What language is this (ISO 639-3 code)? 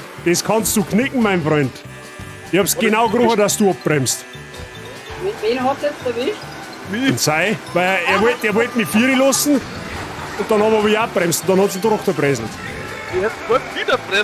bar